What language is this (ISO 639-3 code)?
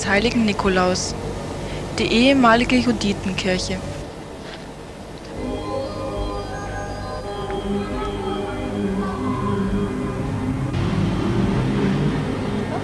deu